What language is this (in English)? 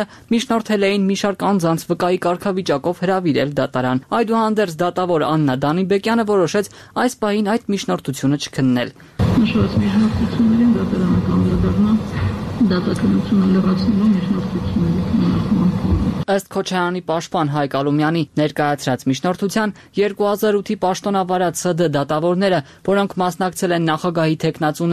Armenian